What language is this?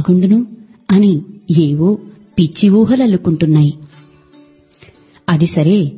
Telugu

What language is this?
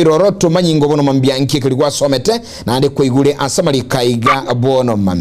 Gusii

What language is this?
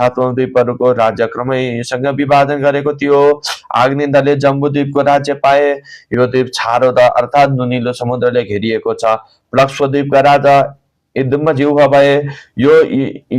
Nepali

